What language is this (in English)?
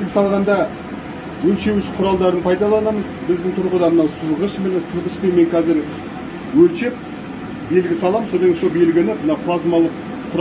Kazakh